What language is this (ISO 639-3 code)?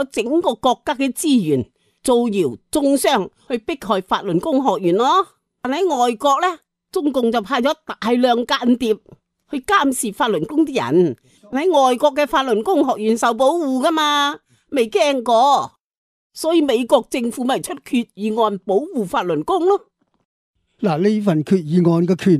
yue